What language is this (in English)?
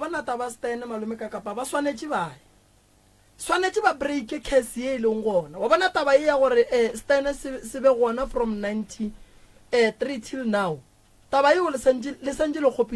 Northern Sotho